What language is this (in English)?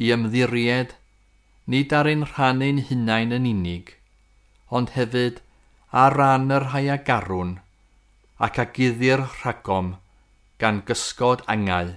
Welsh